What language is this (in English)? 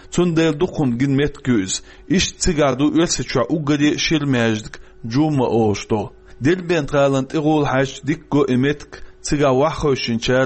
Chechen